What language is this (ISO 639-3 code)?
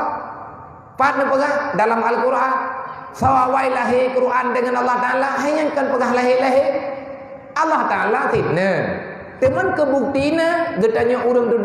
ace